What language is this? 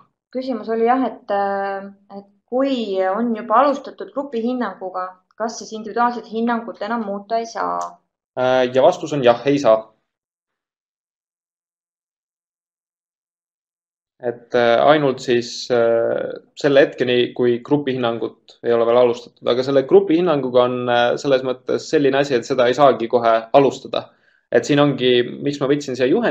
Estonian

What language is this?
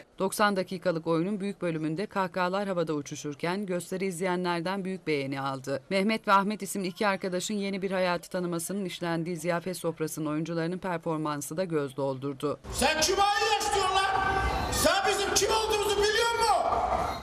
Turkish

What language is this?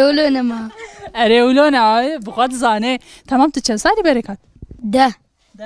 Kurdish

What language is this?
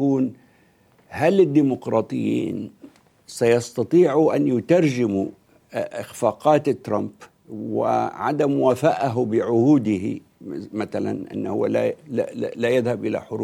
Arabic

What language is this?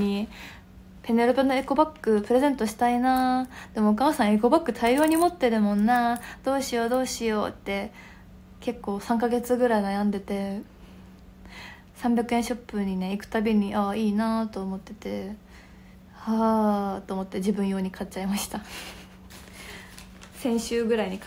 Japanese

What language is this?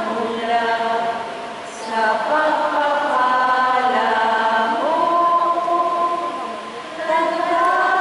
Filipino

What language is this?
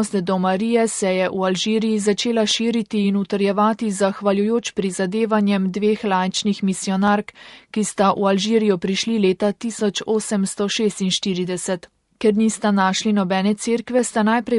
Slovenian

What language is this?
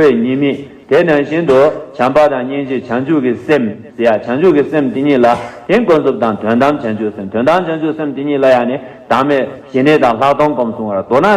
Tibetan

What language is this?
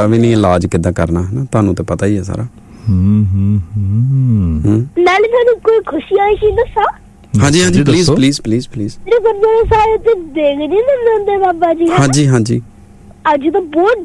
Punjabi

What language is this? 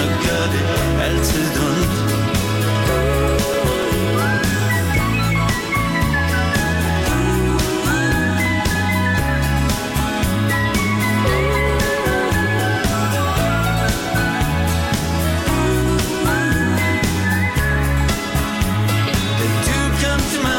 Danish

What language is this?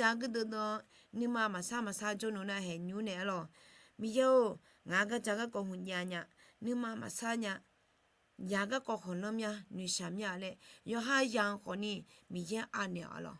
Akha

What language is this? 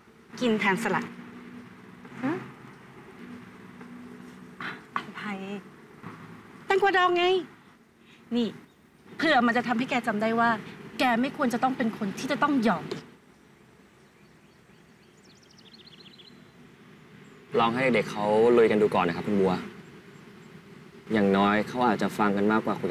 Thai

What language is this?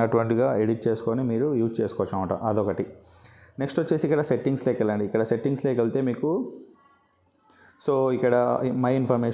Telugu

